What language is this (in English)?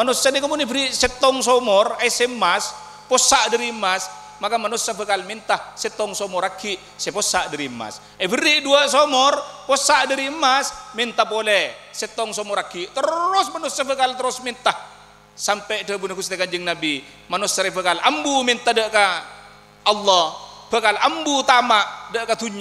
Madurese